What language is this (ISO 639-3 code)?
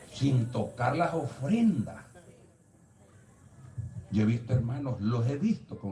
spa